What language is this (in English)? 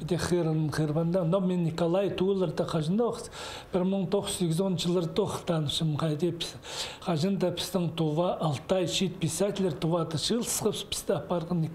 Khakas